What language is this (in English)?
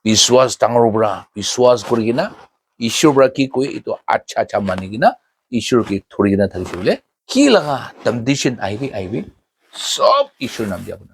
Naga Pidgin